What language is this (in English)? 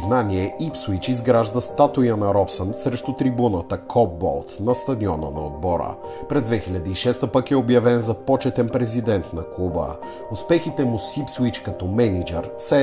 Bulgarian